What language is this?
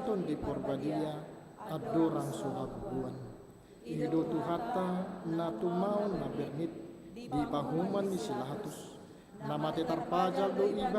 Batak Toba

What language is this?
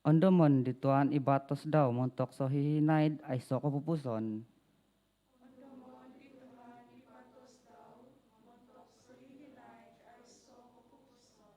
Central Dusun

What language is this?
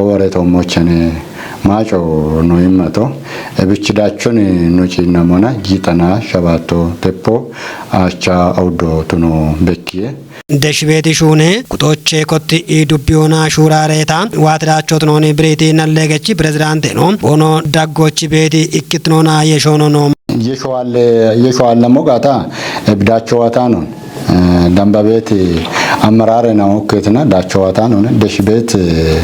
Kafa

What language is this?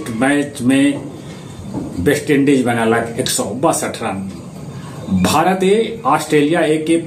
Magahi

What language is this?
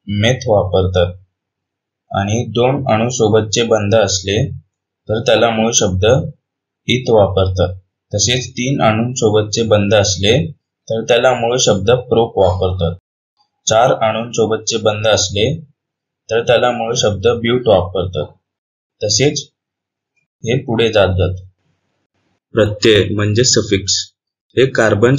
Marathi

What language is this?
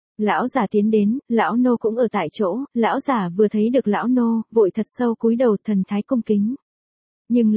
Vietnamese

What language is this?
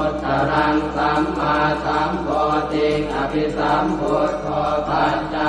Pali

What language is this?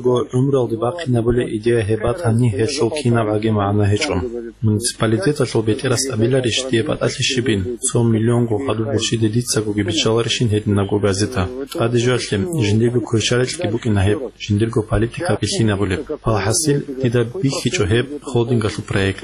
Avaric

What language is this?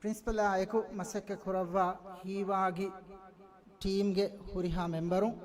Divehi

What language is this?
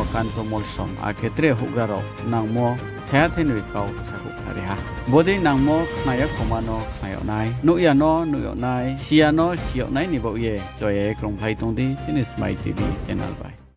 Riang (India)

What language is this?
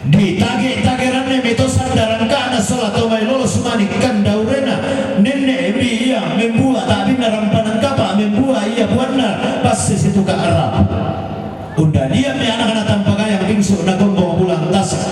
Toraja-Sa'dan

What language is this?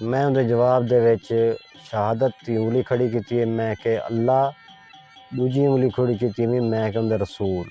Saraiki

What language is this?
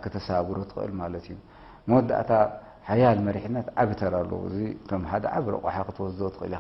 Tigrinya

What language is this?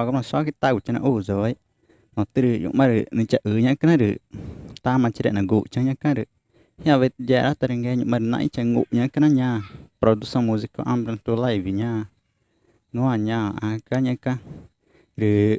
Ticuna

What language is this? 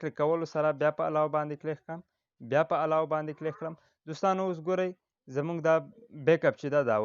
Pashto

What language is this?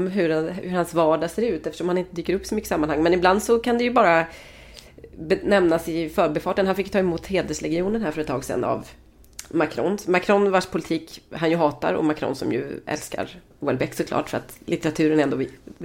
Swedish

